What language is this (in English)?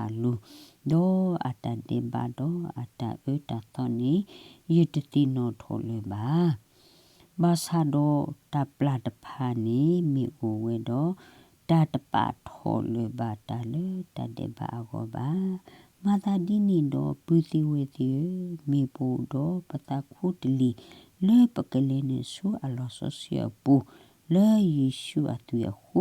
S'gaw Karen